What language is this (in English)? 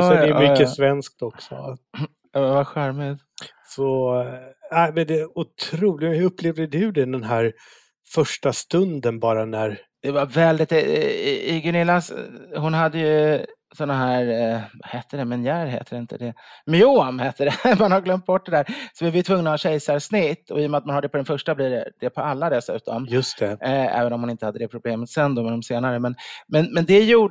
Swedish